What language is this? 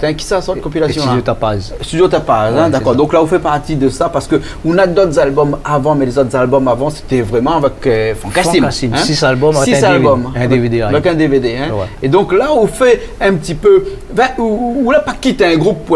Réunion Creole French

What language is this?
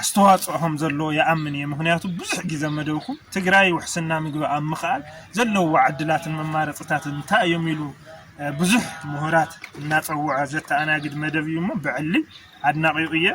Tigrinya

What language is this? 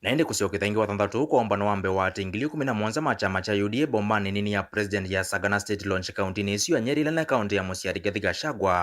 Kamba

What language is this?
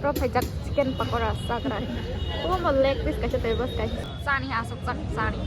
Kok Borok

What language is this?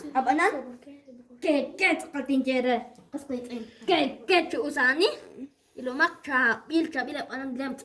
Kekchí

